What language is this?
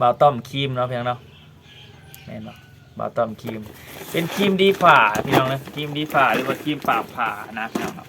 Lao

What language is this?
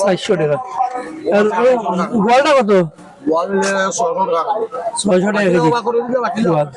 Sylheti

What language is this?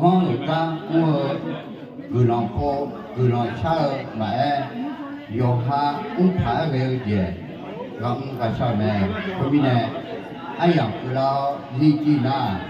Akha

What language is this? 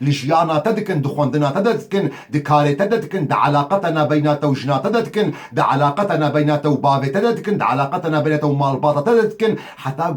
Kurdish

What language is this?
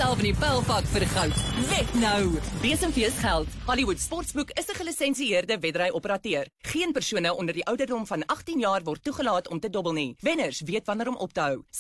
Afrikaans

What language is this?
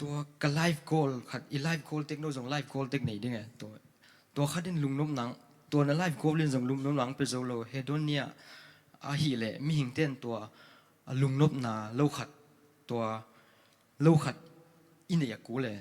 Tedim Chin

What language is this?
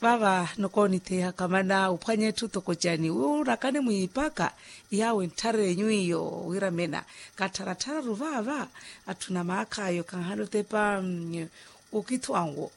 Makhuwa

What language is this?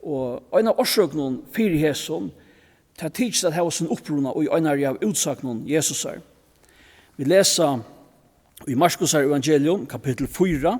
Faroese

